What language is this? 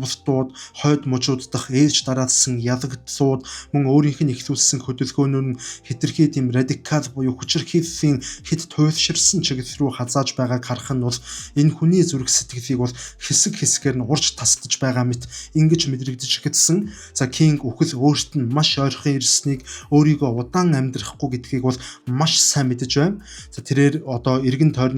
Mongolian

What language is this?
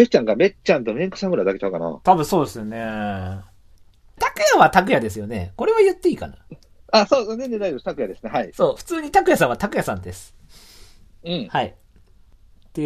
Japanese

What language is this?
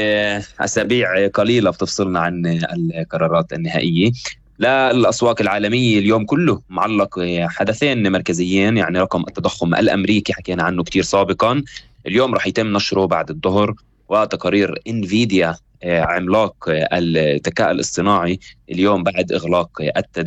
North Levantine Arabic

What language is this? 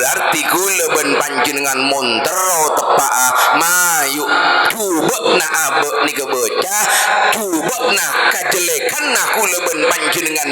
Madurese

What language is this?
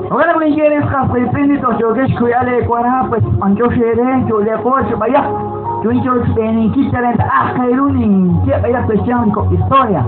Kekchí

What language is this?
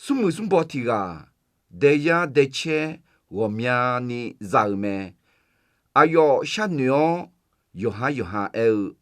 Akha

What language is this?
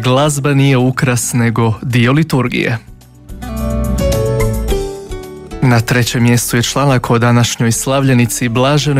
Croatian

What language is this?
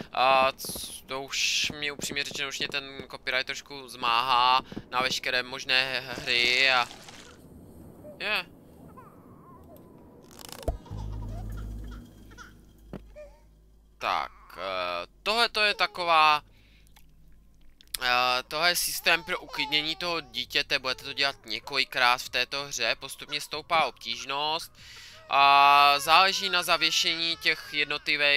Czech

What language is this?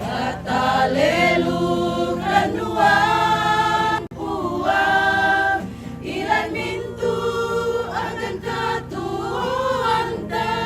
Toraja-Sa'dan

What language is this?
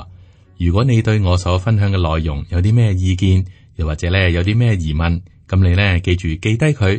Cantonese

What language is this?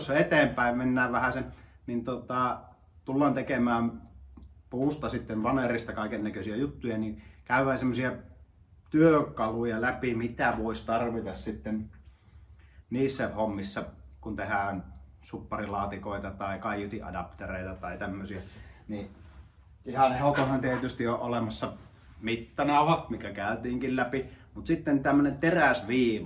Finnish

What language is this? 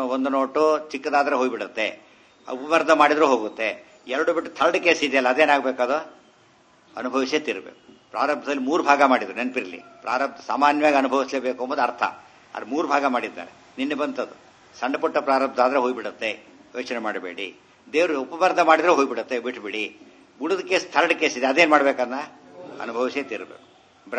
Kannada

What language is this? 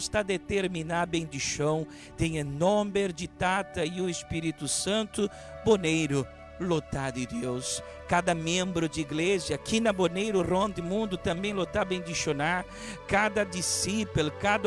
Papiamento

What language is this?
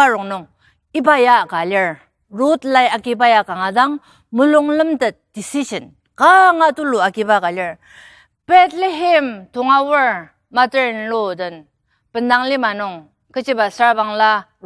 Ao Naga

